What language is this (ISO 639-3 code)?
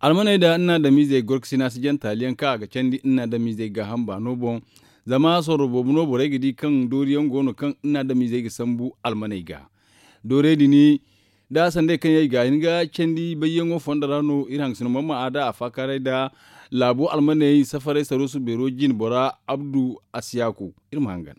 dje